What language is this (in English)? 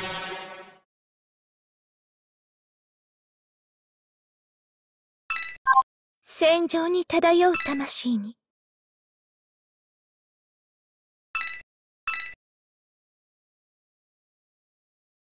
Japanese